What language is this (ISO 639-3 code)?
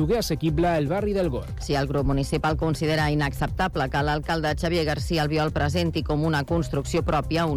cat